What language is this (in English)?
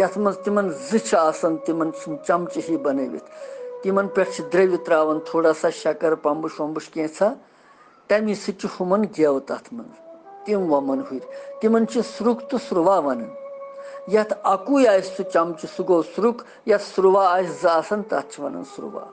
Kashmiri